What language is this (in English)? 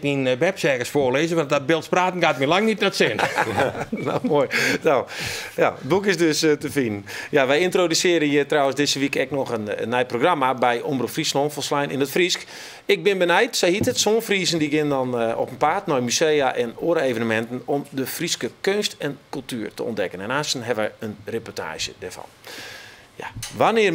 Western Frisian